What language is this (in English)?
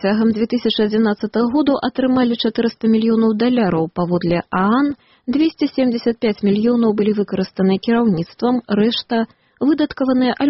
Belarusian